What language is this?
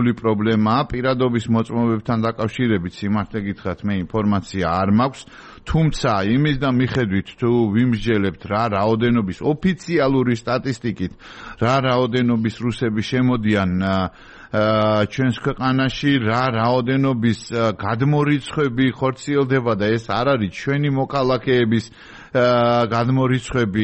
Georgian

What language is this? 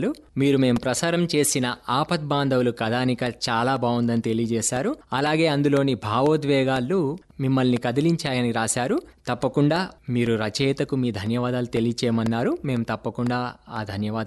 Telugu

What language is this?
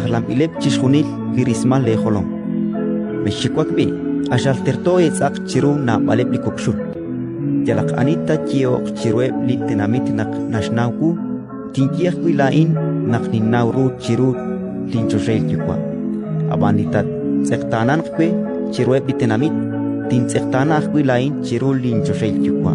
Kekchí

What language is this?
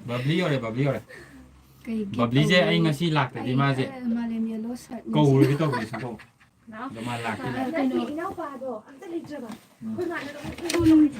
Manipuri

